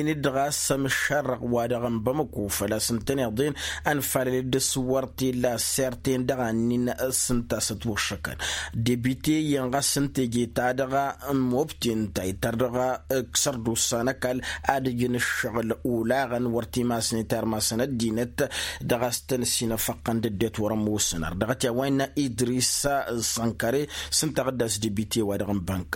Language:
Tamasheq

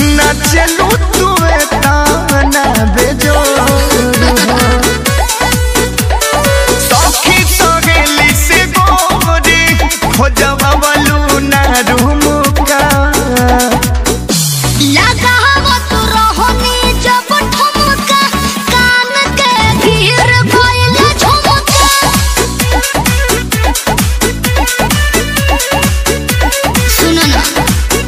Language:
Bhojpuri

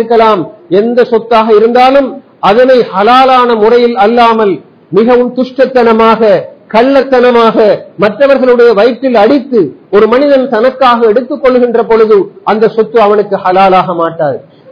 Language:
Tamil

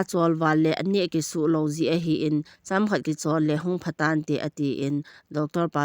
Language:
Thado Chin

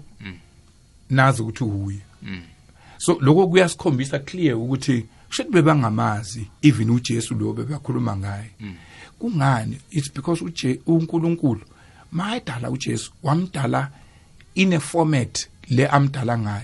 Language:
South Ndebele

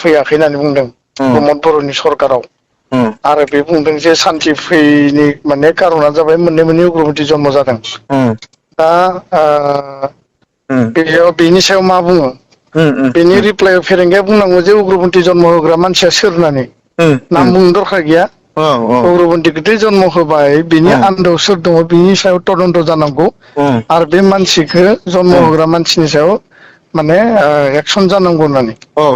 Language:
Bodo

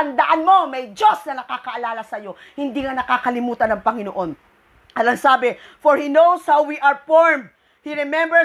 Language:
Filipino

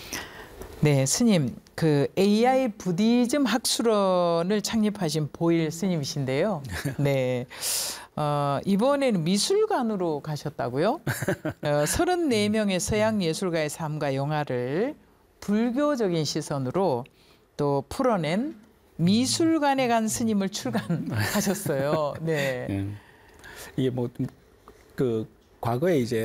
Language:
Korean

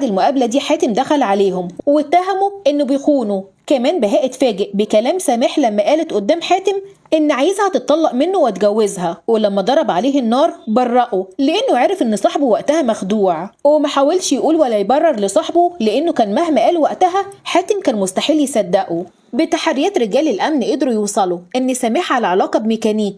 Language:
Egyptian Arabic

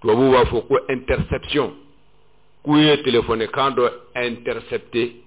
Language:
Bambara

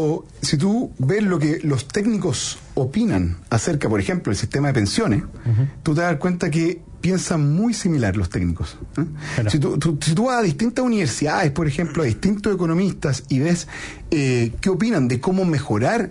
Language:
Spanish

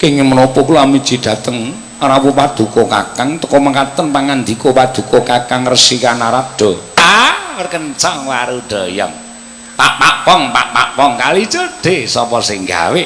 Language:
Javanese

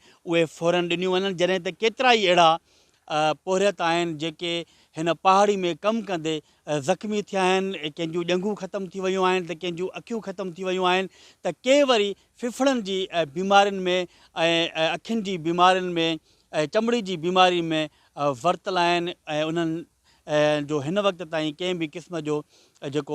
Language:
Sindhi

